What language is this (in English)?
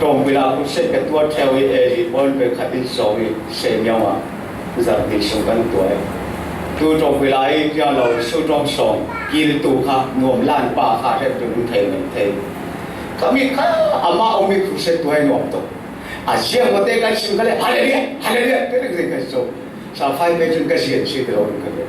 Falam Chin